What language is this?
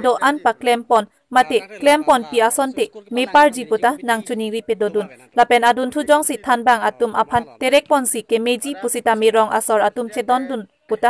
Karbi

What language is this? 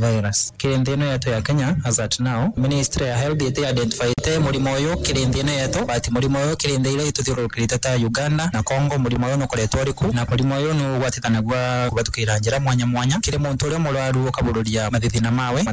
Meru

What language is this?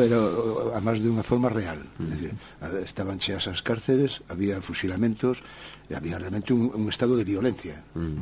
Galician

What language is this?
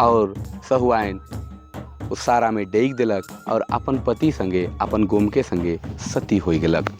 Sadri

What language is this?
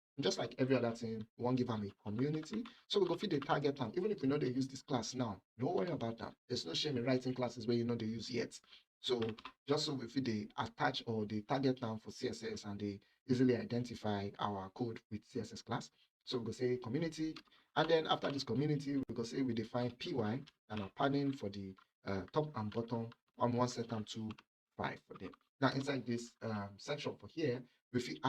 Nigerian Pidgin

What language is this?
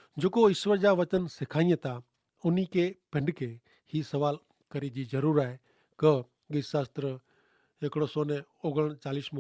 Kachhi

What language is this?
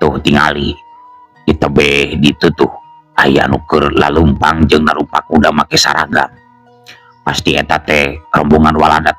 Sundanese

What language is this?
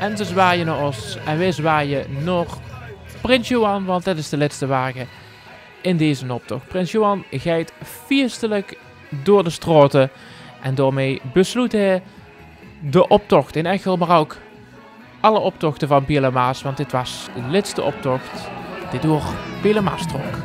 Limburgish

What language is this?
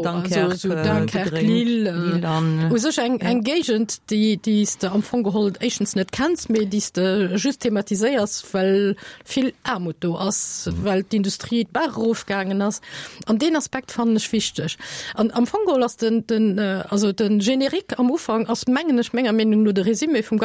Luxembourgish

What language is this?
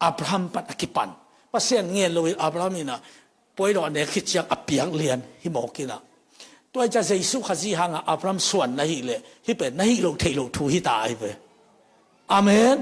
Tedim Chin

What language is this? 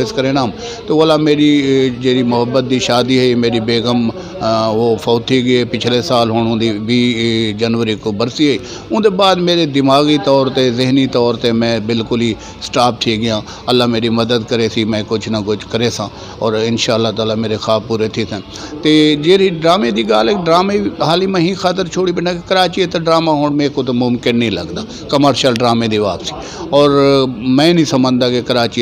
Saraiki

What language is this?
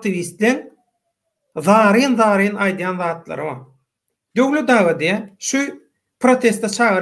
Turkmen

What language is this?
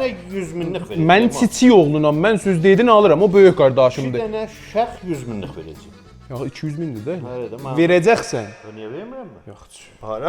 South Azerbaijani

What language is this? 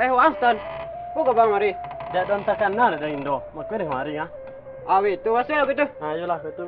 Minangkabau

